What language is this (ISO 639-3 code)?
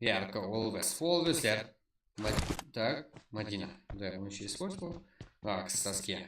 kaa